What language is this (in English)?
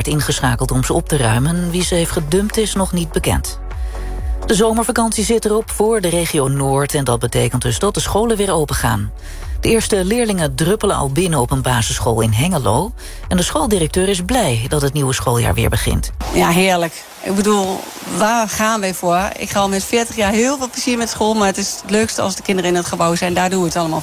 Dutch